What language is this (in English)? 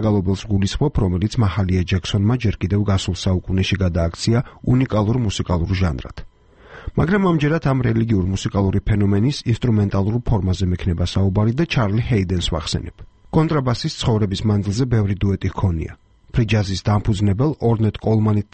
Georgian